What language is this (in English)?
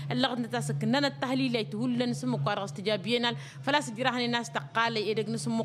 Tamasheq